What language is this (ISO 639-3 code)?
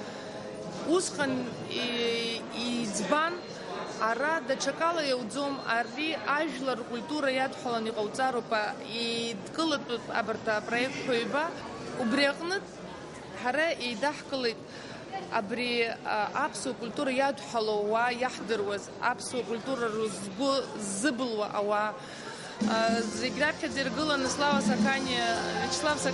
abk